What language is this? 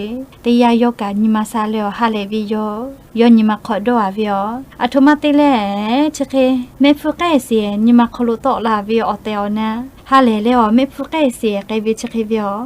Lahu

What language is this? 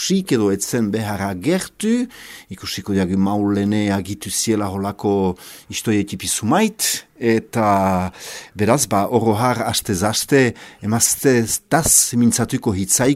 Basque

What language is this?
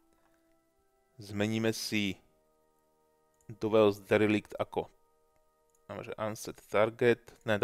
Slovak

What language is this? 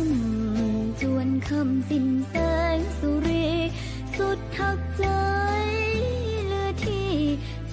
Thai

